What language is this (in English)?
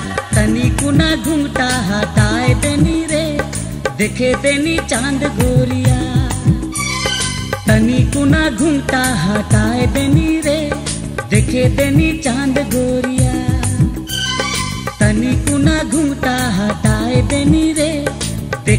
Sadri